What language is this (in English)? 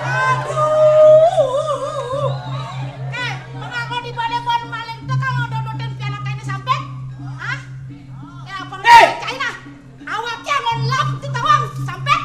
Balinese